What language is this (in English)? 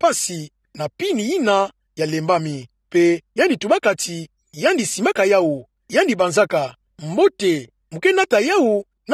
Kituba (Democratic Republic of Congo)